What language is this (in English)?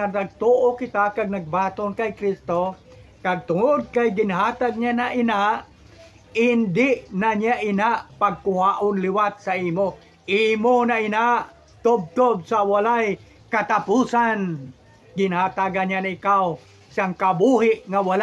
Hiligaynon